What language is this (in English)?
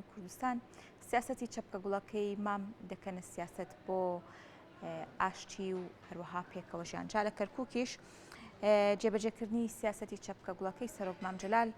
Central Kurdish